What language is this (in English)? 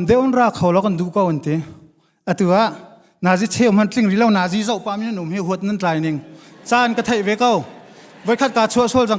Hakha Chin